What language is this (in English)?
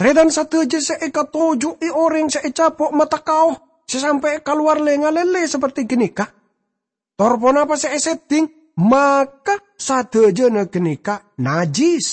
Madurese